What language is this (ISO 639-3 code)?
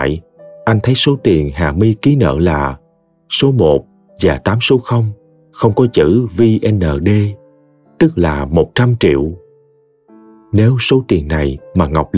vie